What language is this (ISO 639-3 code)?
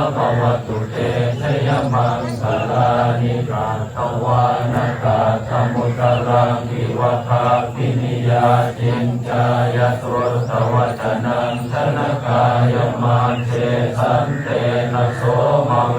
pli